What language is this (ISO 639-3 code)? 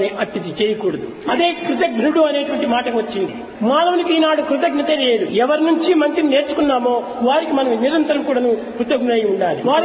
tel